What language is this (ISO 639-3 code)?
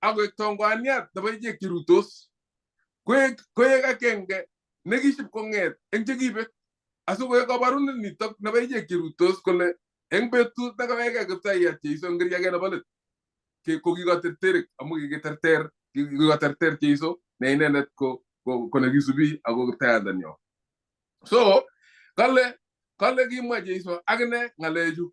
kln